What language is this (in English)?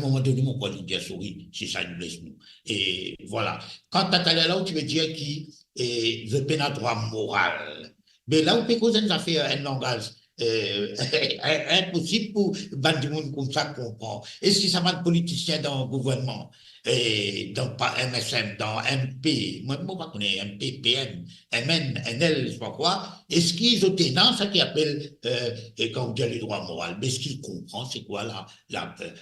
Morisyen